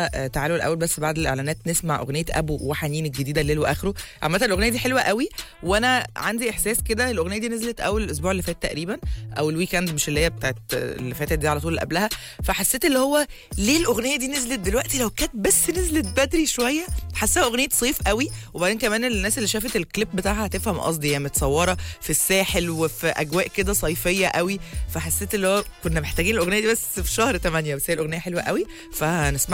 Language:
Egyptian Arabic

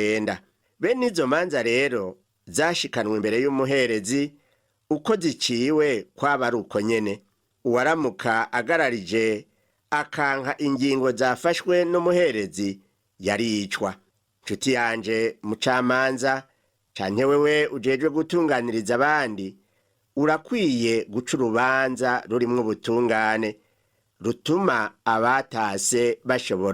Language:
Rundi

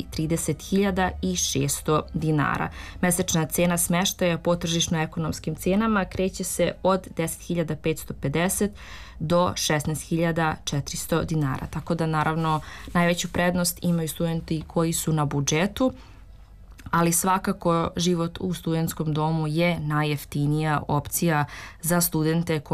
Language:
Serbian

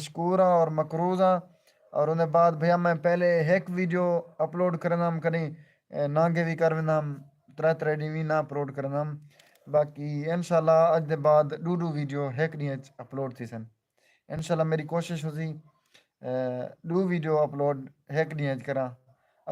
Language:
Saraiki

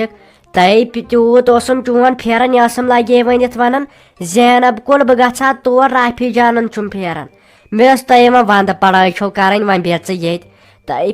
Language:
Kashmiri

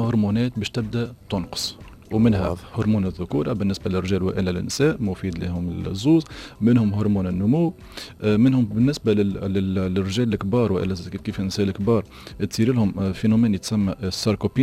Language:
Tunisian Arabic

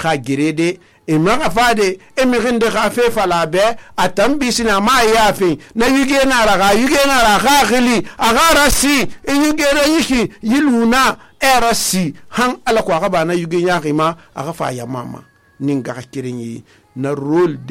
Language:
Susu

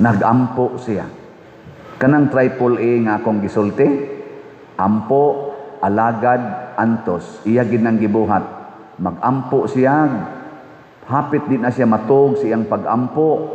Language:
Cebuano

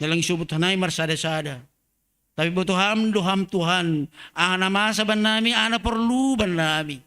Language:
Batak Simalungun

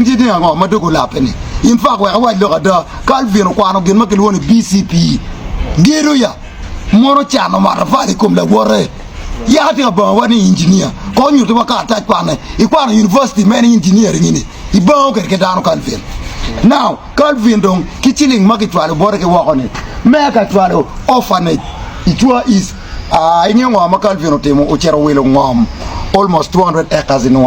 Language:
Acoli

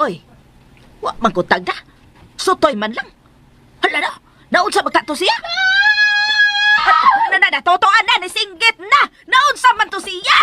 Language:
Cebuano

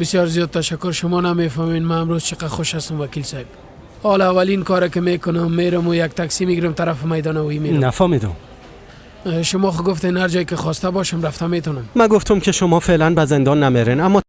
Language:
Persian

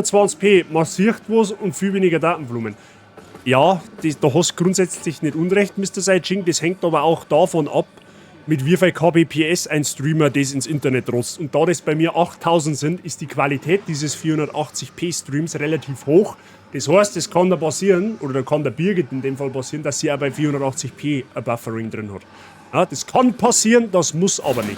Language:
Bavarian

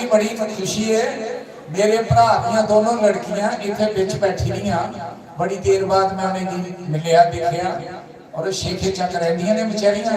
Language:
Dogri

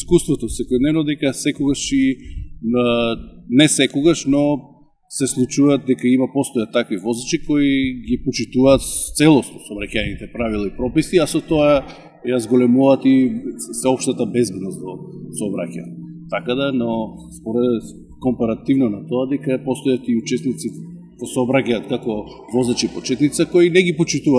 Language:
Macedonian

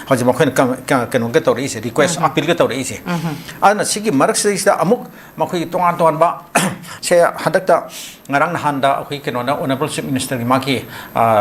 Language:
Manipuri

